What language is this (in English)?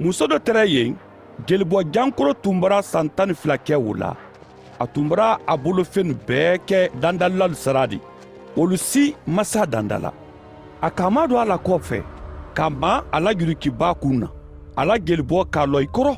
Mandingo